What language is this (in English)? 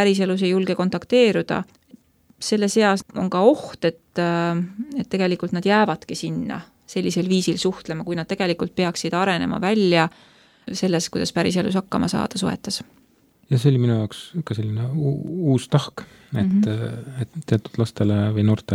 Estonian